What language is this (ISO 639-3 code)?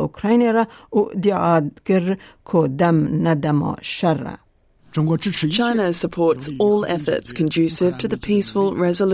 kur